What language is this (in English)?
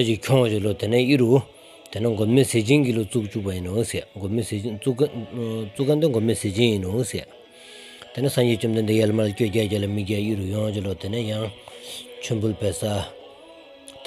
Stod Bhoti